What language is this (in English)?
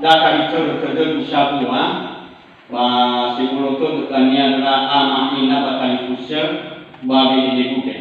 Nias